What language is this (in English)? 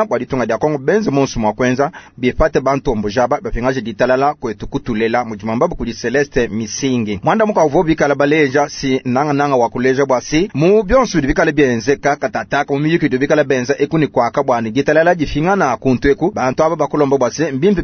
Luba-Lulua